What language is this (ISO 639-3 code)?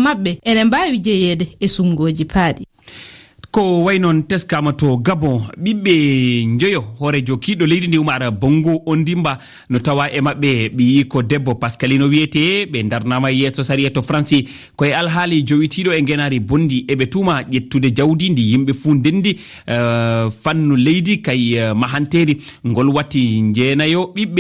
ful